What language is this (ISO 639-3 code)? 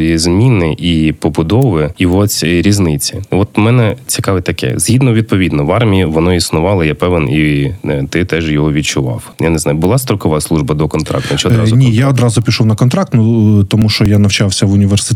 ukr